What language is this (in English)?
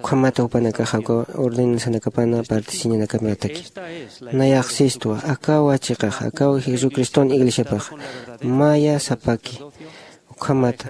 Aymara